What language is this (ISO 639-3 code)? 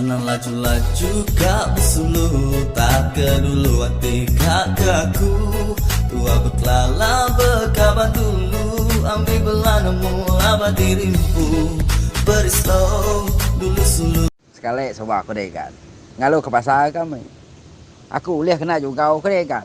iba